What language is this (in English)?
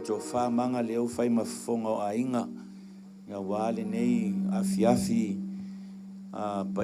Samoan